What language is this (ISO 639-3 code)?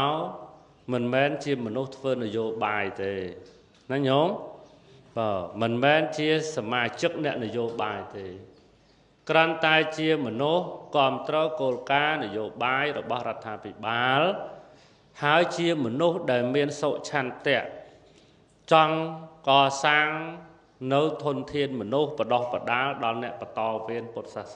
khm